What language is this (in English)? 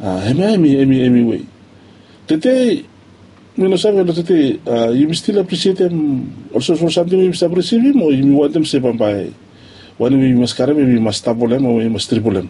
Bislama